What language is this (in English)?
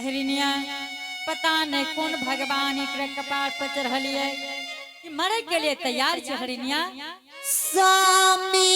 Angika